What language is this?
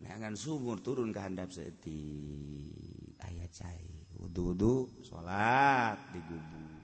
Sundanese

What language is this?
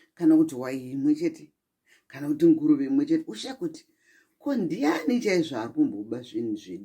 Shona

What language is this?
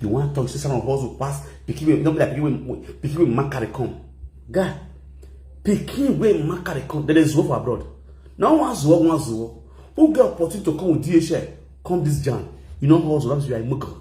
Nigerian Pidgin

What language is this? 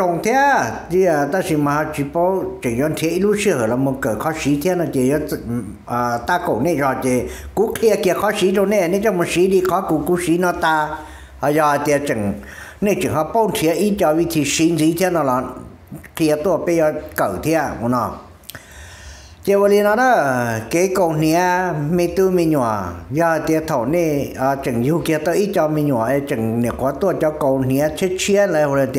Vietnamese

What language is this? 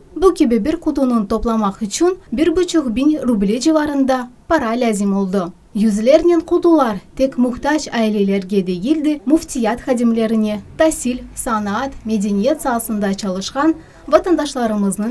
Crimean Tatar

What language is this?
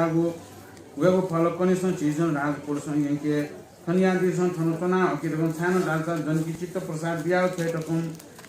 Newari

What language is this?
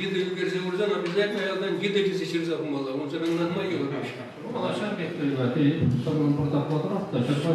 Chuvash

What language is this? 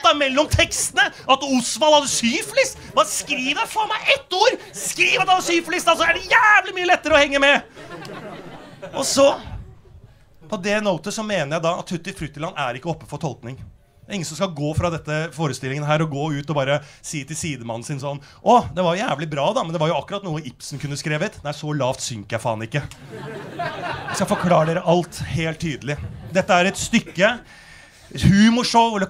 Norwegian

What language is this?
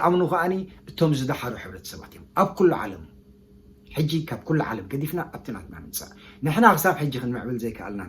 Tigrinya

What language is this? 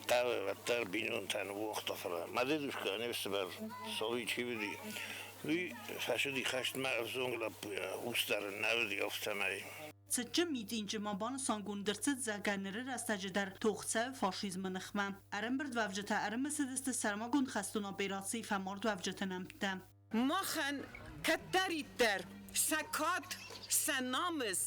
Ossetic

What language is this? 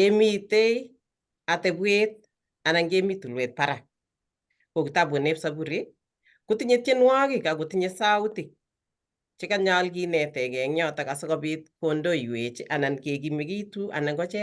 Kalenjin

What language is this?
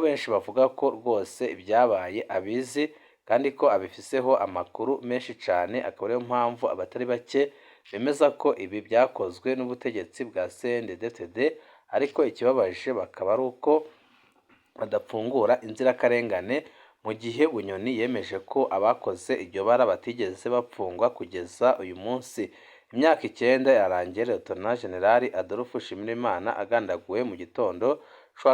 Rundi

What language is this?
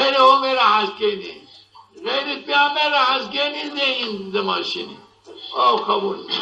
Zaza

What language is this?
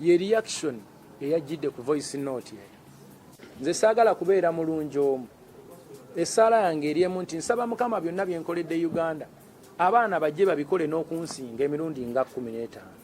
Ganda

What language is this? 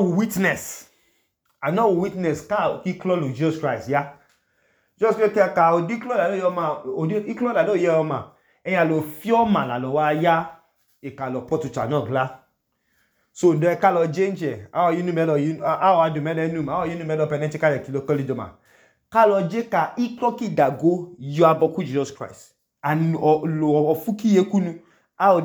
Idoma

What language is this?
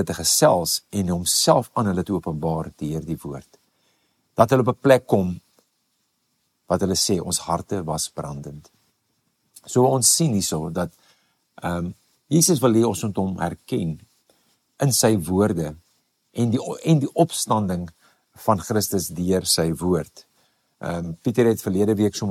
Afrikaans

